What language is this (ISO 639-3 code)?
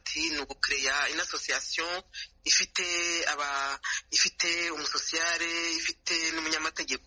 kin